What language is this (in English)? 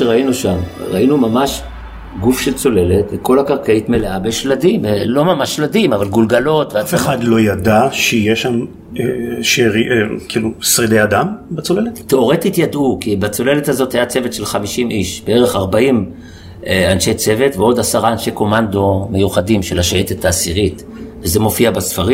Hebrew